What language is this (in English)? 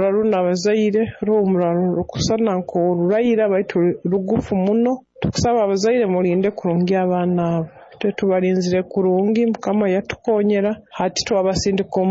Nyoro